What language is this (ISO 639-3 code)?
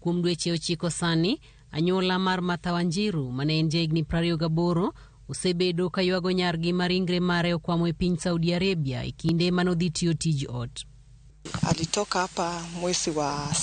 luo